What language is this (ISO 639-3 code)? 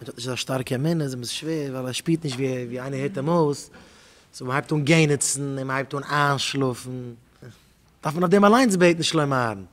yid